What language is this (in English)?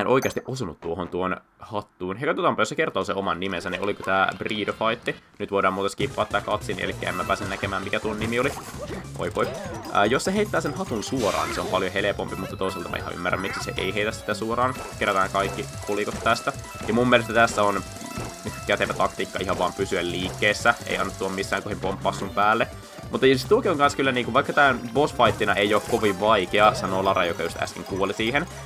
Finnish